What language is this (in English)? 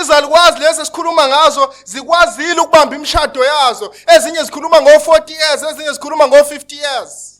Zulu